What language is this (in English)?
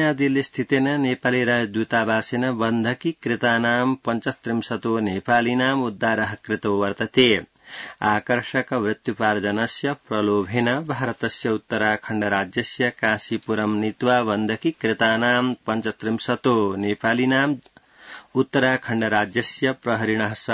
Sanskrit